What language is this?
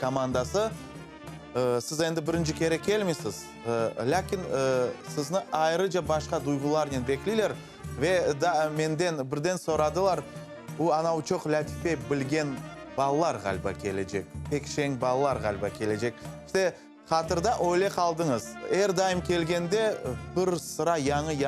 Crimean Tatar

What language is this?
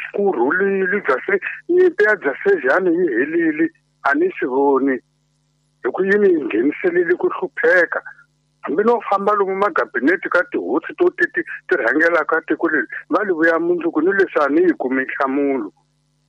Tsonga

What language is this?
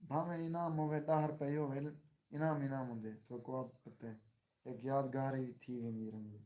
Saraiki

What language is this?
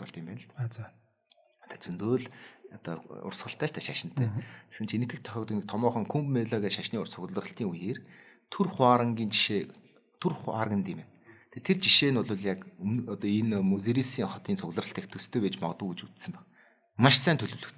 Mongolian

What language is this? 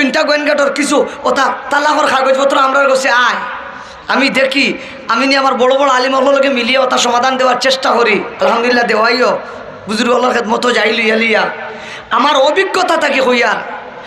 Sylheti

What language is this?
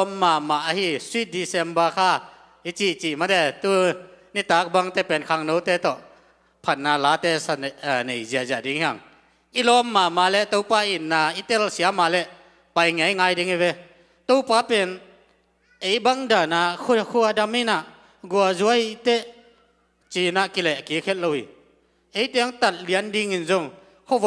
Tedim Chin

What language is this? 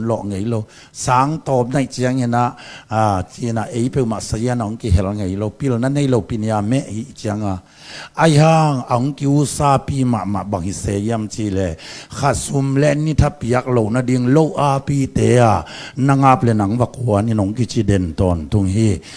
Tedim Chin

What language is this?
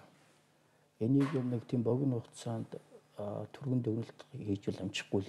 Mongolian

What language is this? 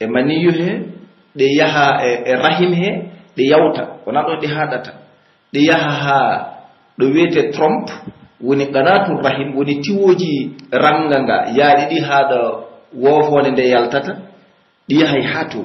Pular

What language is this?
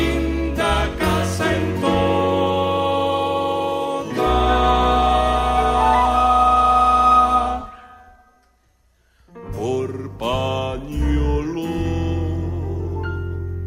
Spanish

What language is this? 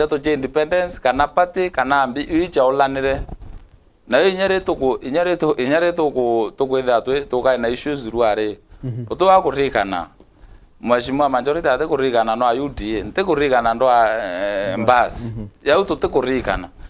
Meru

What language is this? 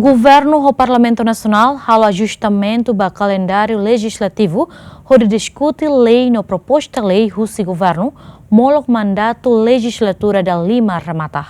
Tetum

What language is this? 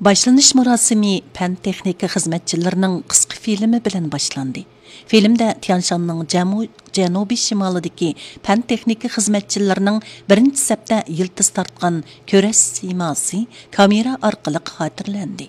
Uyghur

